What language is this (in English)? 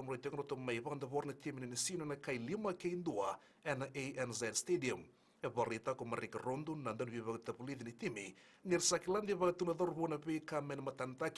Fijian